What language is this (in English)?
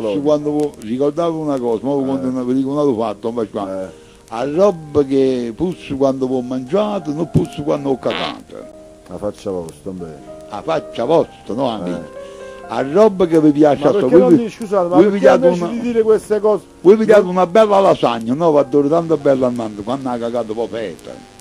Neapolitan